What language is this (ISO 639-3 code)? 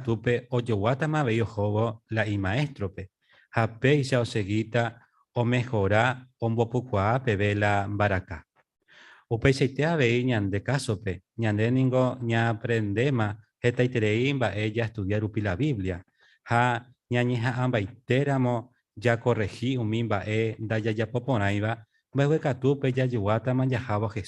grn